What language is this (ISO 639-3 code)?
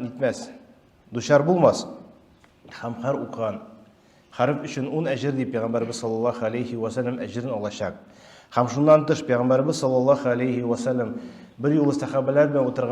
tat